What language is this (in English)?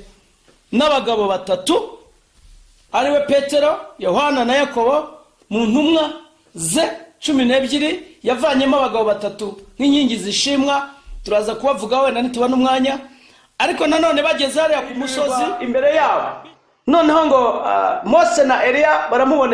Kinyarwanda